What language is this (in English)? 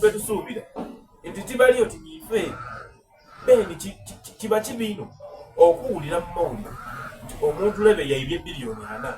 Soga